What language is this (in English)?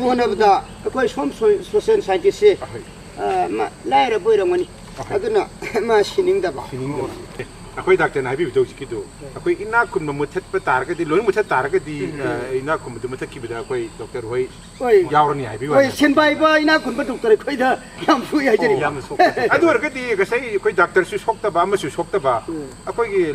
Manipuri